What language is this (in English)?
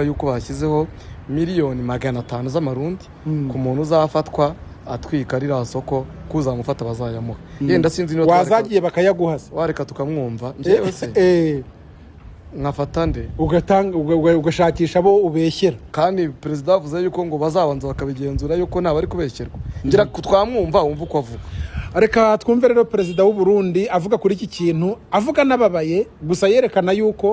Kinyarwanda